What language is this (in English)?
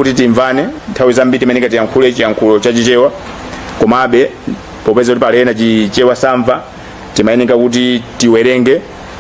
Nyanja